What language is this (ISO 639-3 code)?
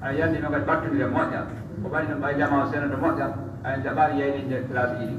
fuf